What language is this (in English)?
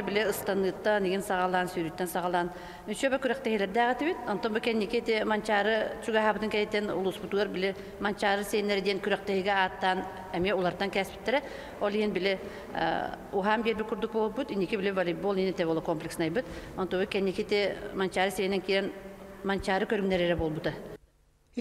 Yakut